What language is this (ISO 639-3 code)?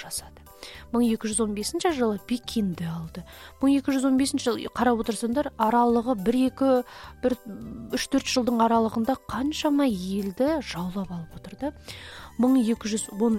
kaz